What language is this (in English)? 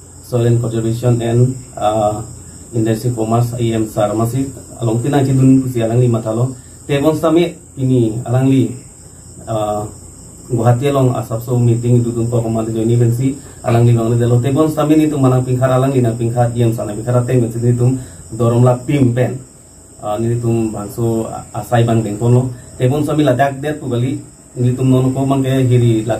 Karbi